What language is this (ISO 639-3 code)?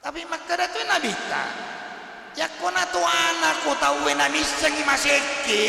bug